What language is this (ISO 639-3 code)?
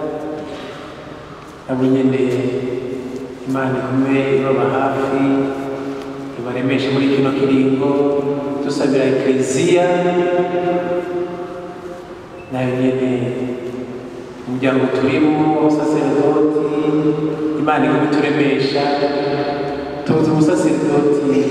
run